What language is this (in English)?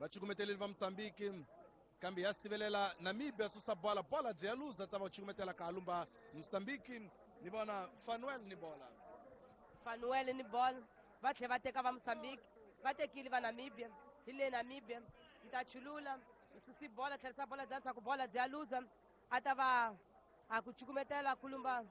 Tsonga